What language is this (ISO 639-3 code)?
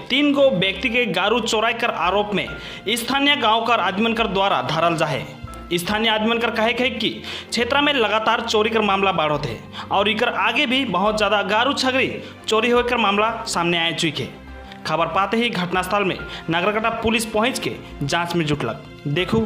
sck